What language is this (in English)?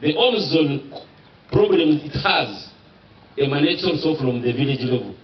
Nyankole